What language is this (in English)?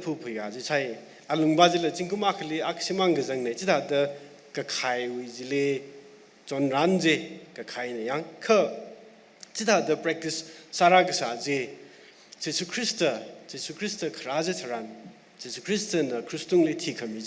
Tangkhul Naga (India)